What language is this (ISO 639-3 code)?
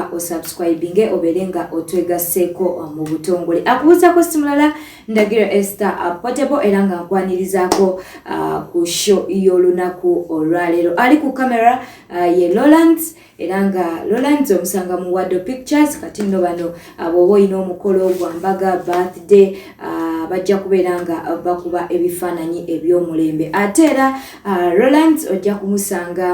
lug